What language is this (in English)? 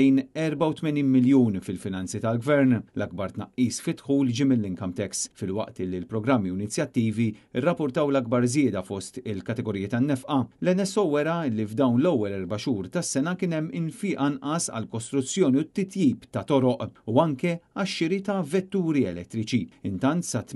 Maltese